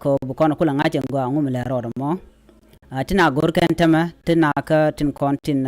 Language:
Nuer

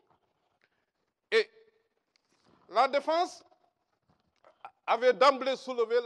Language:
French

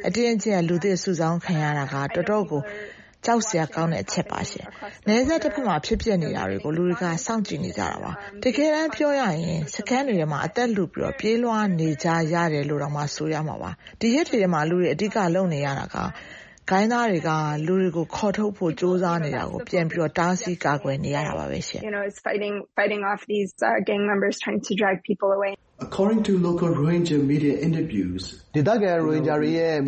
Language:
Burmese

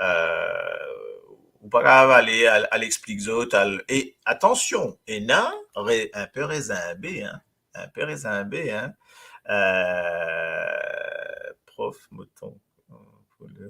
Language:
Morisyen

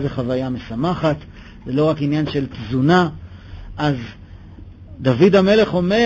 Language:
Hebrew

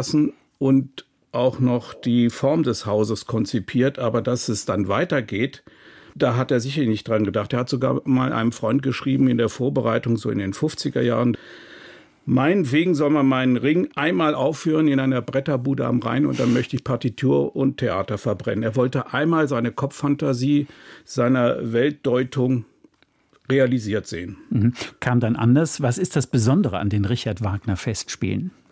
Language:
German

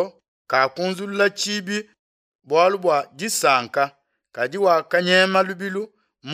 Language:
Luba-Lulua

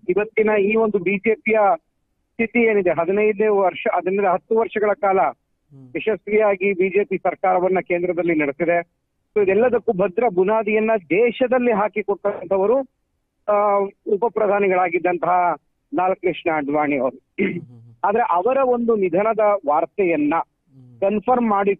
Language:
Kannada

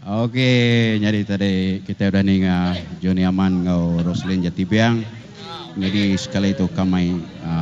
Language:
Iban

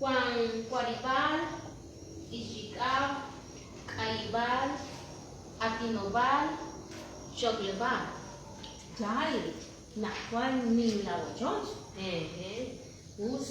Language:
Kekchí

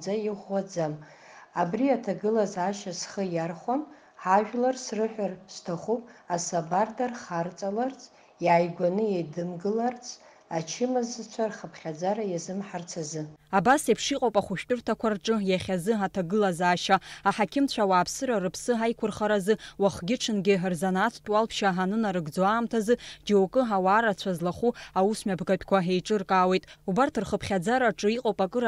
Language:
Abkhazian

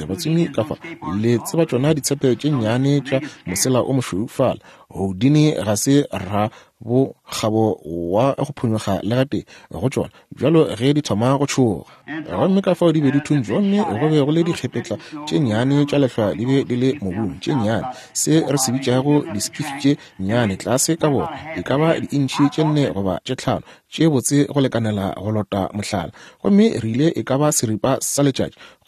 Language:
Northern Sotho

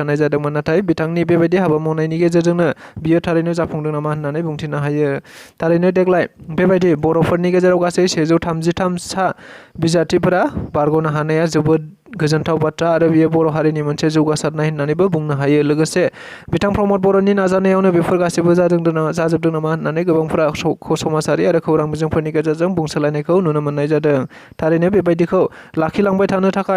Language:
Bodo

